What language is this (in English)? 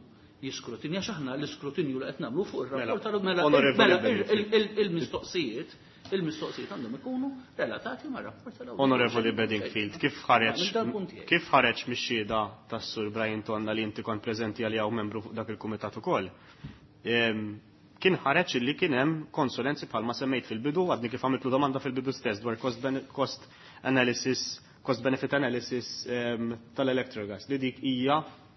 Maltese